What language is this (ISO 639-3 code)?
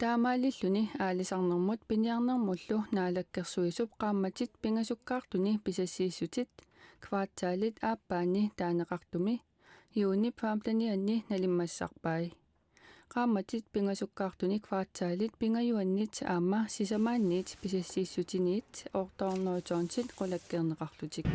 kal